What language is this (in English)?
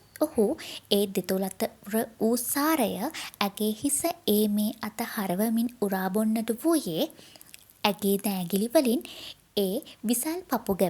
Sinhala